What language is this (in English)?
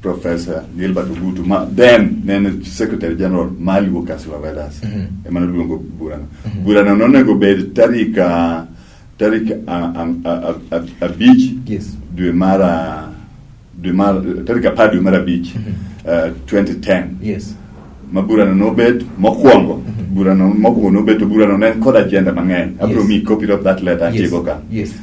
Luo (Kenya and Tanzania)